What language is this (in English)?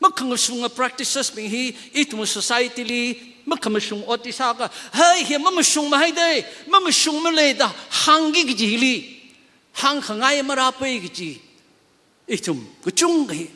Tangkhul Naga (India)